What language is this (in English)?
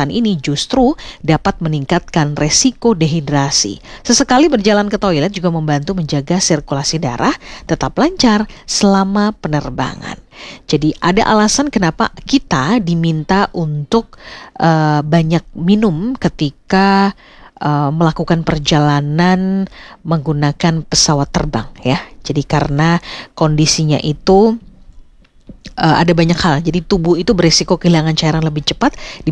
Indonesian